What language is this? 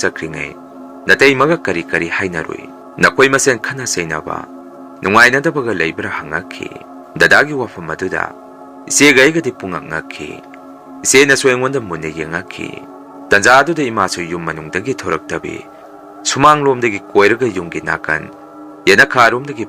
Manipuri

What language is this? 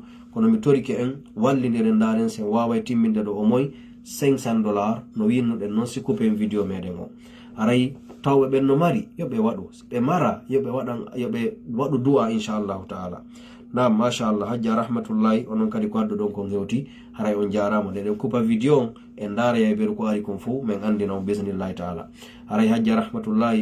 Fula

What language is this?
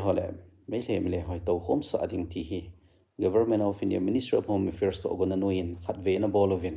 Thado Chin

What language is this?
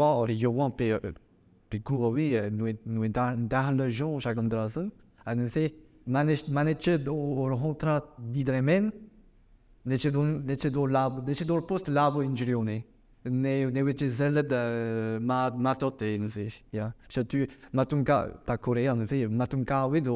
Breton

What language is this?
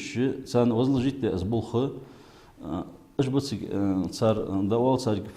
Ingush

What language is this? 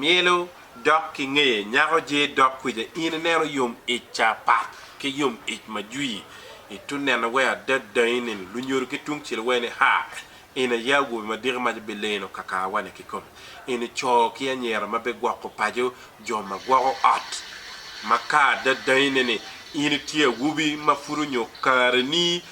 Acoli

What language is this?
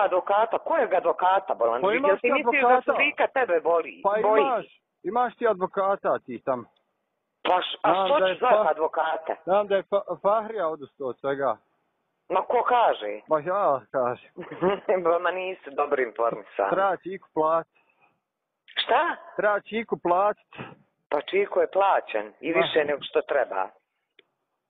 Bosnian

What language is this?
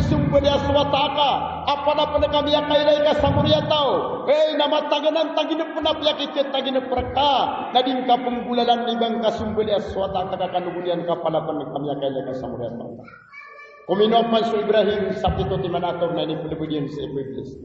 Maranao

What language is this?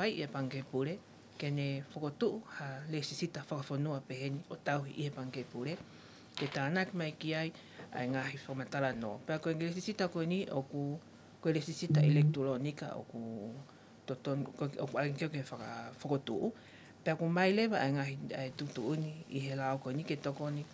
Tongan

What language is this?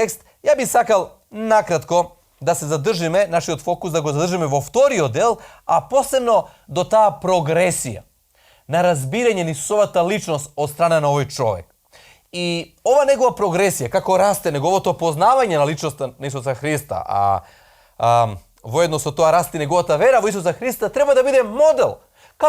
Macedonian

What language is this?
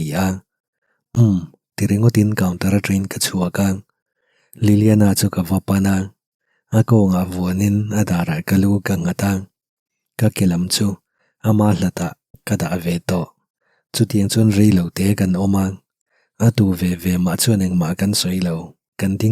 Mizo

